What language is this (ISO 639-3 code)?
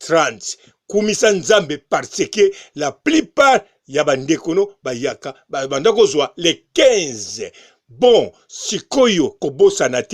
lin